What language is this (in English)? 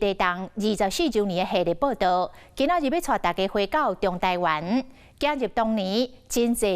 Min Nan Chinese